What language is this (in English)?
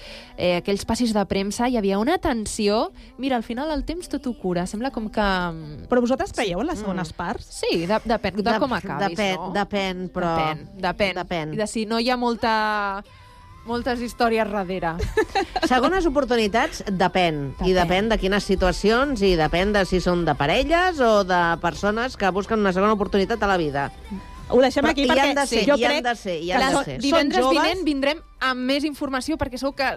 Catalan